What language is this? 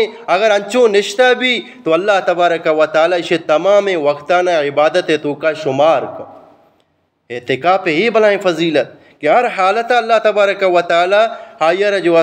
Eastern Balochi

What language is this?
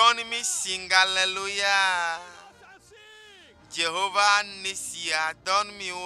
Ewe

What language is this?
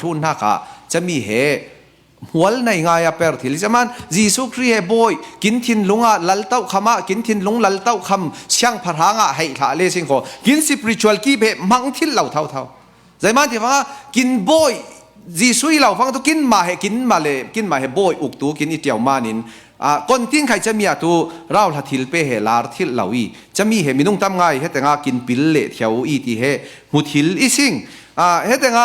Falam Chin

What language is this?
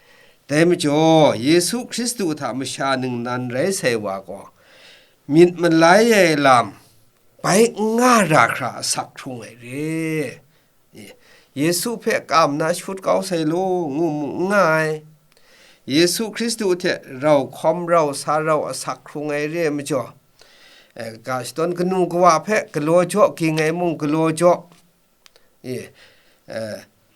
Kachin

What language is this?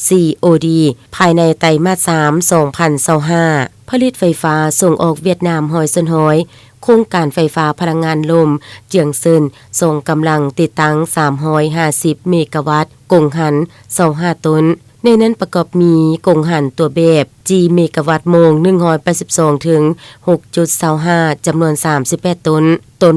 Lao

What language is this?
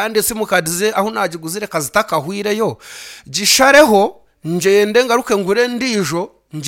Nyankole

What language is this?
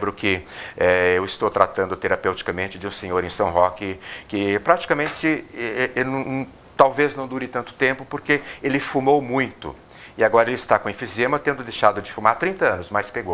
Portuguese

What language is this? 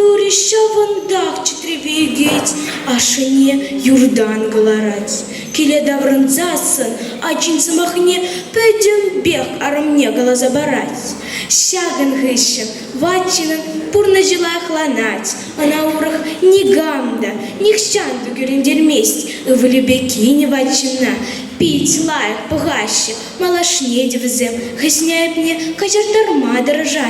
Chuvash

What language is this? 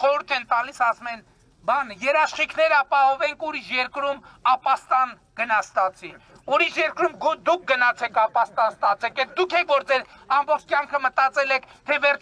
Armenian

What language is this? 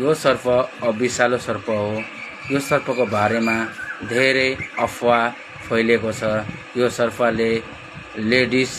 Nepali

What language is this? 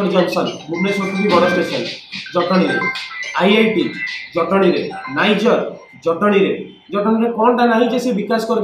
Odia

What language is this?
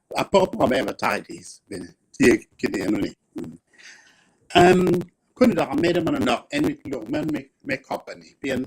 Acoli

